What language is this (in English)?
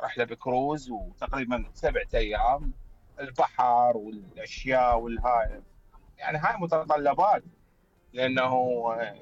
Mesopotamian Arabic